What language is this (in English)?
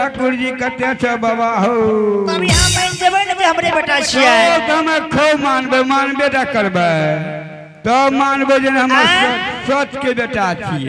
Angika